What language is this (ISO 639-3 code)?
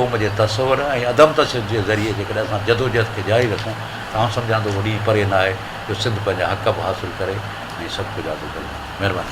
snd